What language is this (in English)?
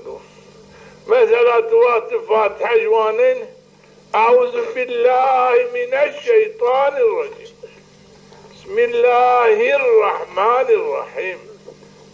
Zaza